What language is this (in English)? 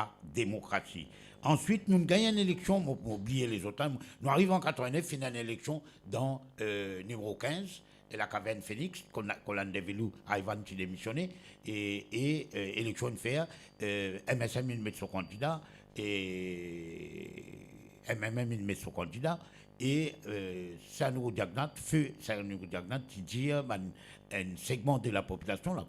Morisyen